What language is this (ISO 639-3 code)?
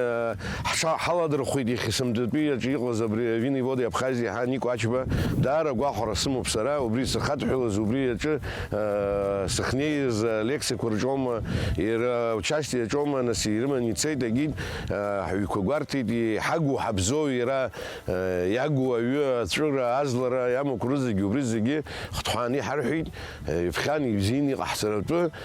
abk